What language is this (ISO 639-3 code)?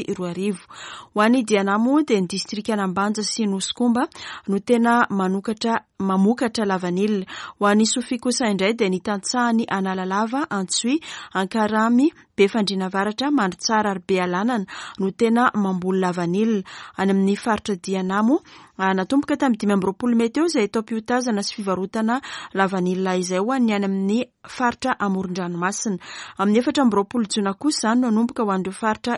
mlg